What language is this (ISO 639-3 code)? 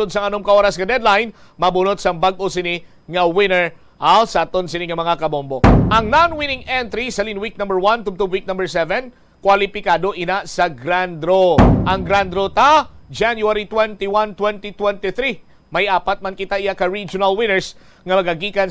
hil